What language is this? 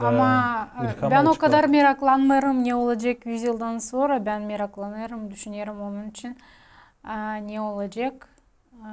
Gagauz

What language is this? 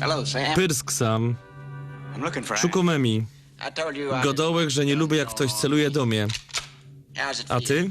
Silesian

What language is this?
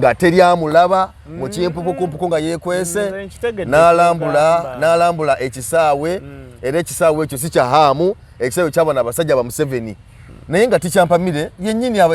Ganda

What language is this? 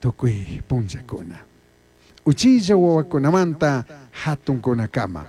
Chimborazo Highland Quichua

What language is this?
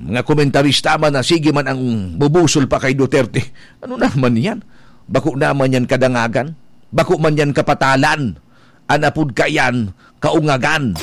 Bikol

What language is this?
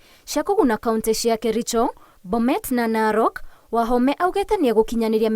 Kikuyu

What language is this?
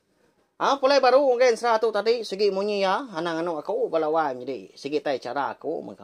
Iban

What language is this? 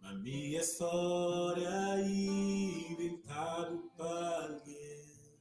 Kabuverdianu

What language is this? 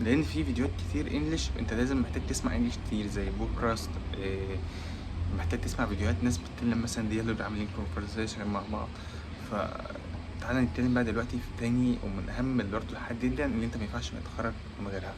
Egyptian Arabic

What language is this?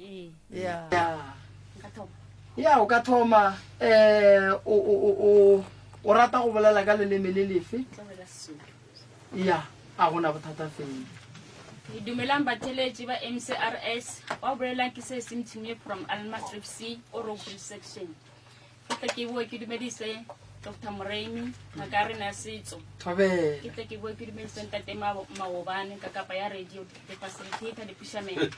Northern Sotho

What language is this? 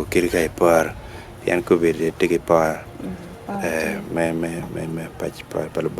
Acoli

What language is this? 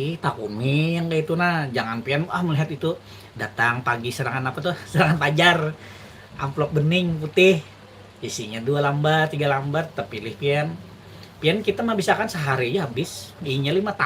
Banjar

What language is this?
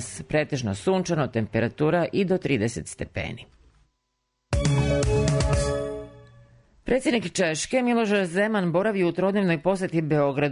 Serbian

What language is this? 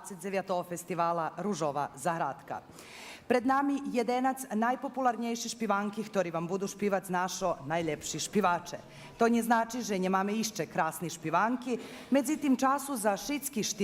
Rusyn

